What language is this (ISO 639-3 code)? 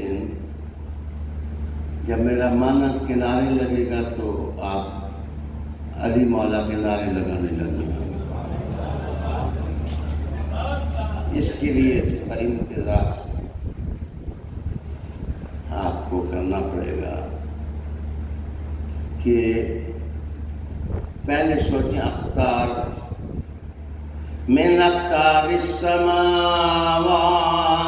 urd